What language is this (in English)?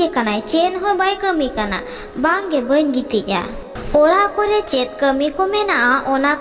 Santali